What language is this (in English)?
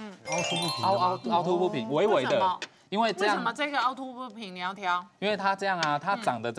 Chinese